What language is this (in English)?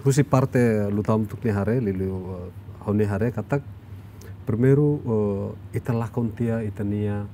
Tetum